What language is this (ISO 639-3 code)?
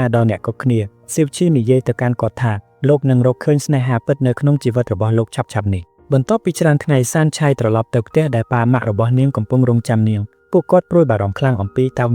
khm